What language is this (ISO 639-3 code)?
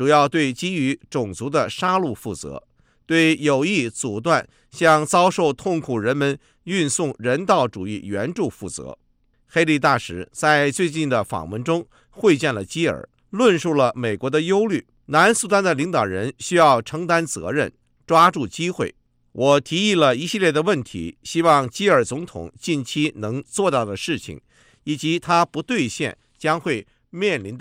zho